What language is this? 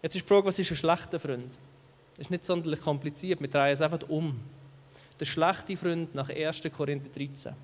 Swiss German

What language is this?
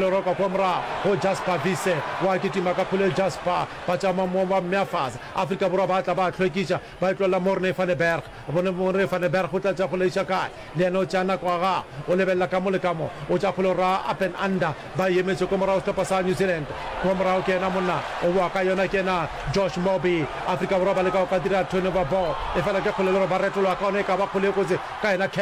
Northern Sotho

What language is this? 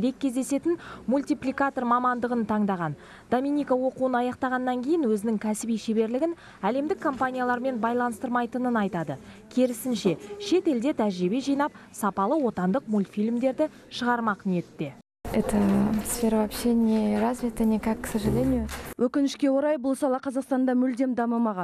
Kazakh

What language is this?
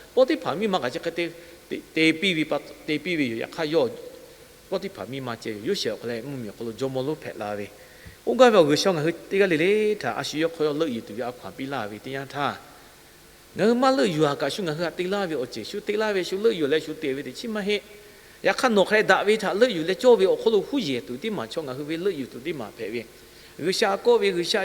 Lahu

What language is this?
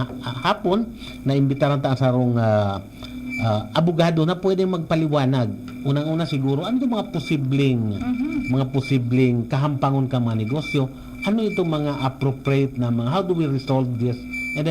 Bikol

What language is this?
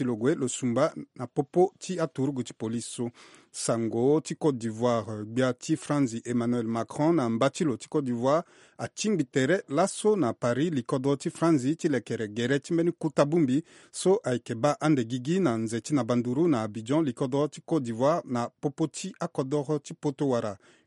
Sango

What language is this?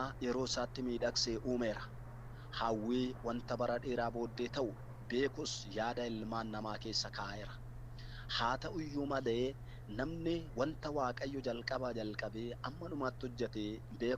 Oromo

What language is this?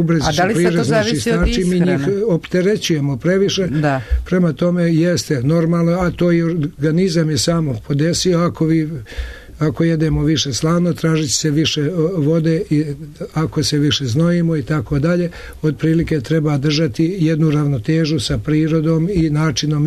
Serbian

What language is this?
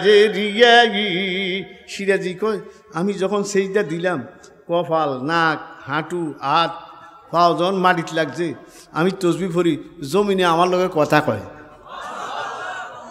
Bangla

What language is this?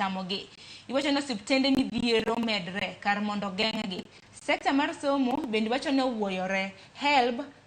Luo (Kenya and Tanzania)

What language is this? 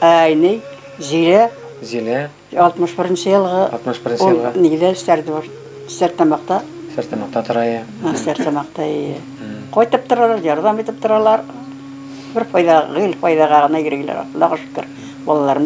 Bashkir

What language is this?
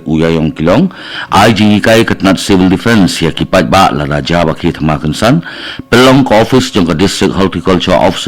Khasi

